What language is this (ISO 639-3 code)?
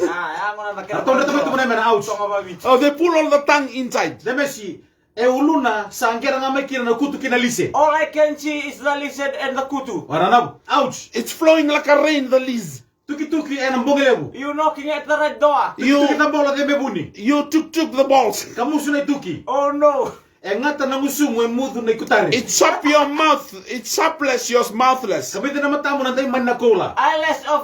fij